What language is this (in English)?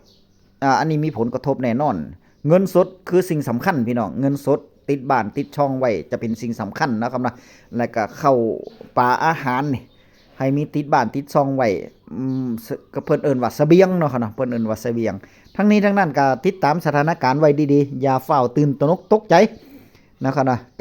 Northeastern Thai